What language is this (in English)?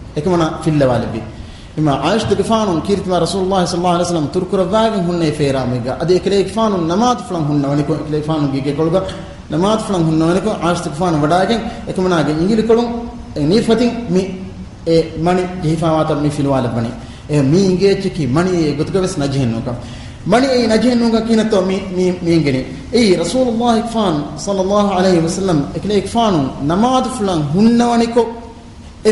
Divehi